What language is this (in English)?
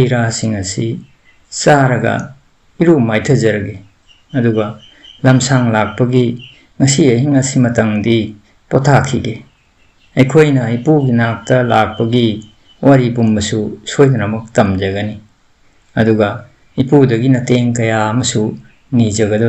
Manipuri